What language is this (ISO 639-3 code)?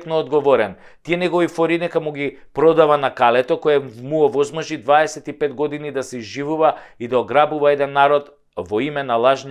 mkd